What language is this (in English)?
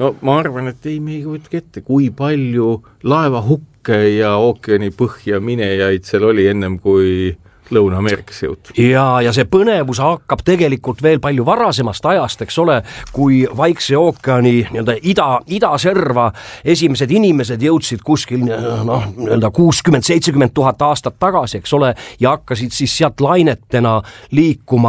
Estonian